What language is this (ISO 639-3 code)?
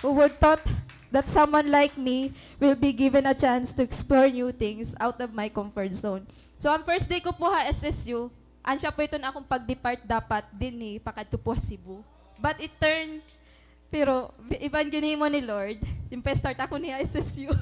war